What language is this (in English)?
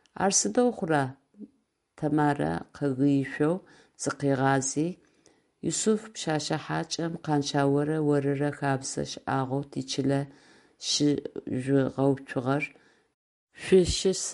Adyghe